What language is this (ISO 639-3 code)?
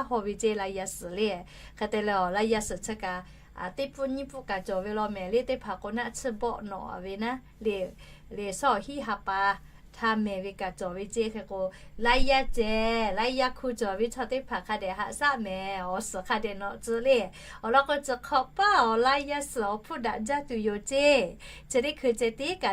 lhu